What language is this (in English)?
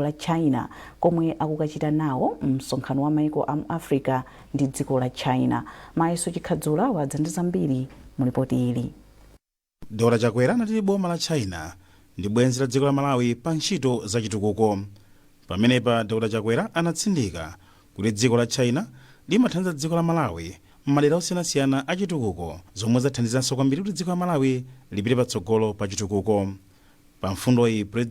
Nyanja